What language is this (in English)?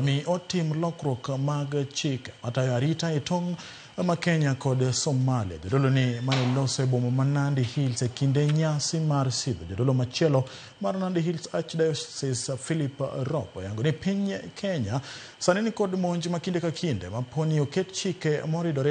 Luo (Kenya and Tanzania)